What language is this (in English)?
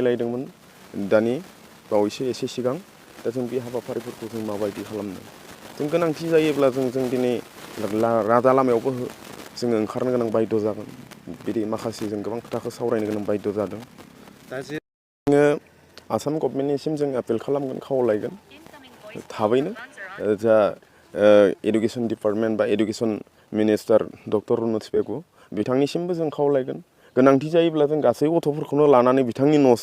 Bodo